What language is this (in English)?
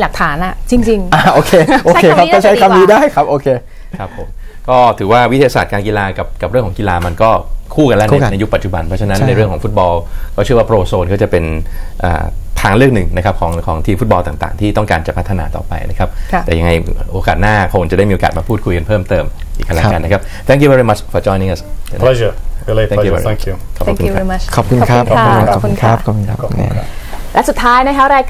Thai